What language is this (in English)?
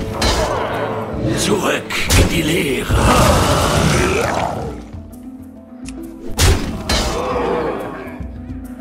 German